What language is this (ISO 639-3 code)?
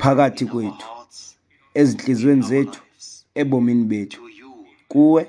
xho